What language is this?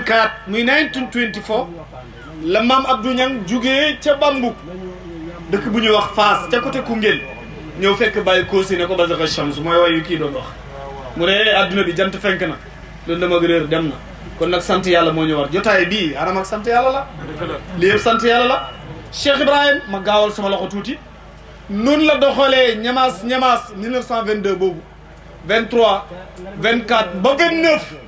Wolof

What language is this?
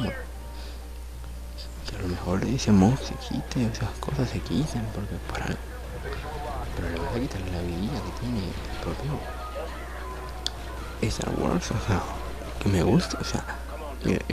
Spanish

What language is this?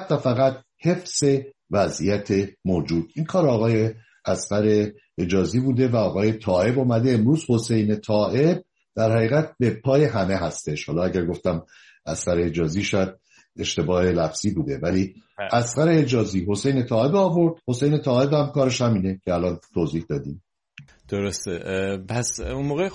Persian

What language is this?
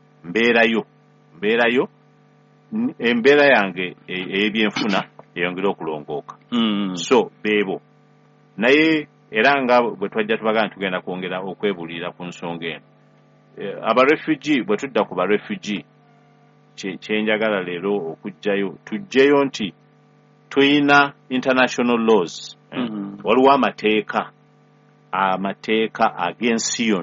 Ganda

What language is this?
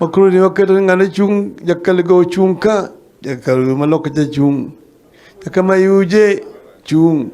Luo (Kenya and Tanzania)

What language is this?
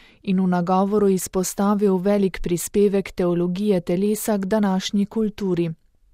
Slovenian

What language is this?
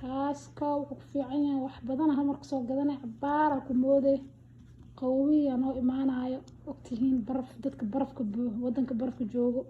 Somali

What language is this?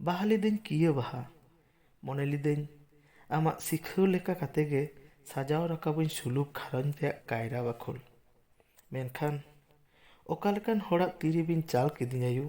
Santali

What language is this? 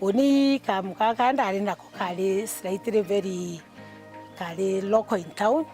Meru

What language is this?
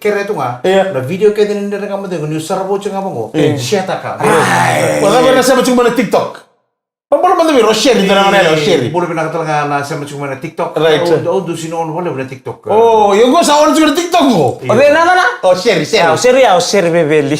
Fijian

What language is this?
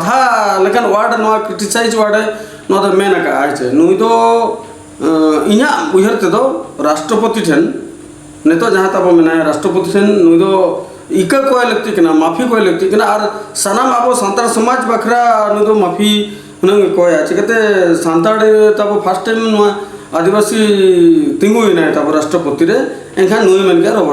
Santali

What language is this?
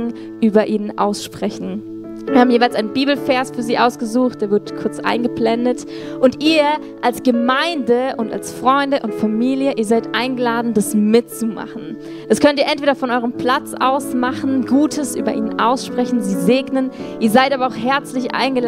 Swiss German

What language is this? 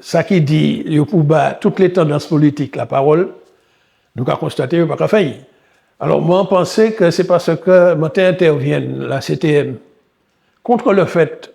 Guadeloupean Creole French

